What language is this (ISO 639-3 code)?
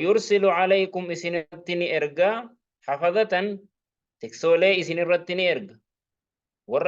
orm